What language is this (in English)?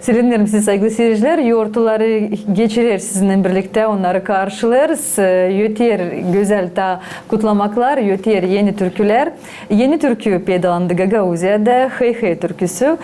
Gagauz